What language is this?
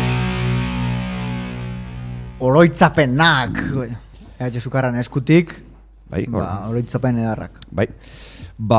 Basque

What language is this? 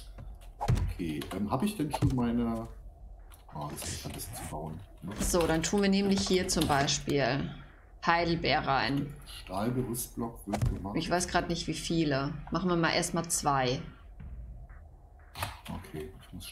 German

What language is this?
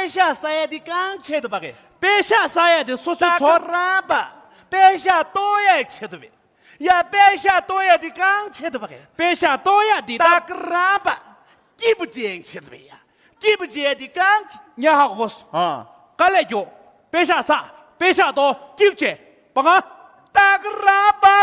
Tibetan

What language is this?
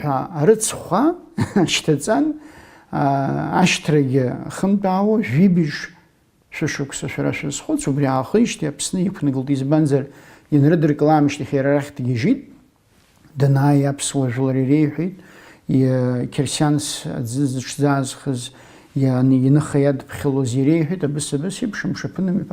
Abkhazian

